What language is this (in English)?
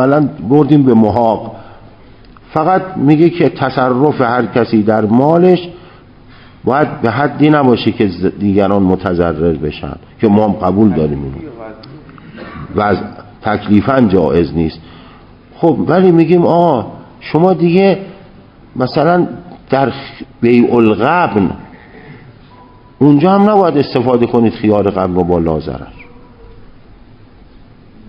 Persian